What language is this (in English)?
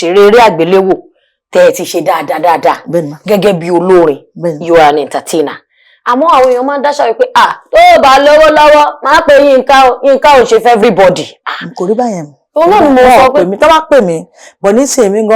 Yoruba